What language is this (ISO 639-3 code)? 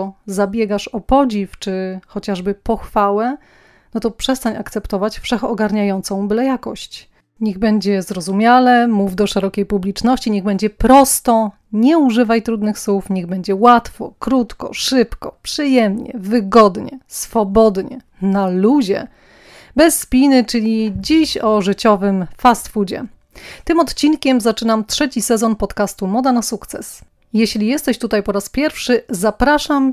pol